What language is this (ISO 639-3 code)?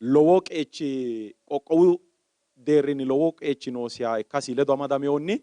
sid